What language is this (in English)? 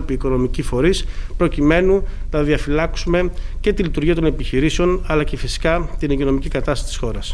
Greek